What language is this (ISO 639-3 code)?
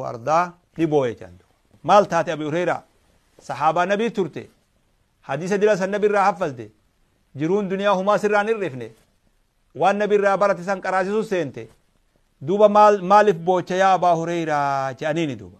orm